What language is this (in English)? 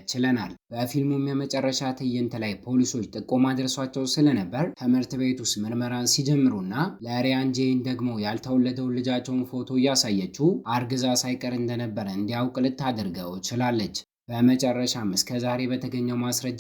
Amharic